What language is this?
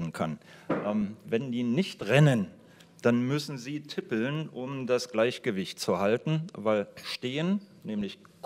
German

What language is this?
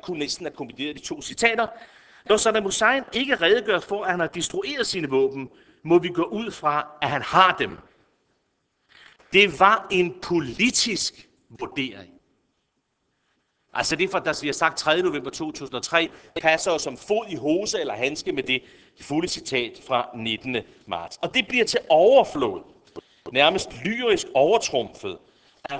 Danish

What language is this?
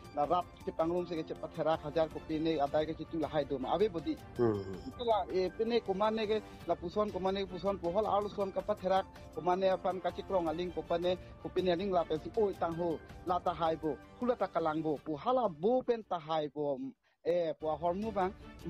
Karbi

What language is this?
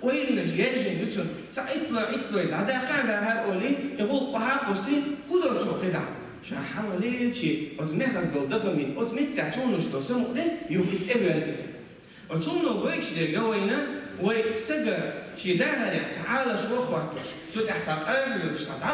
Chechen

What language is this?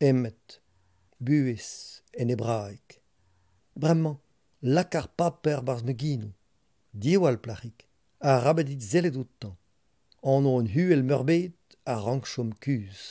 Breton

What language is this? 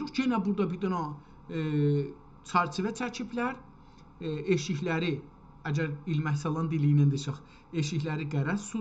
South Azerbaijani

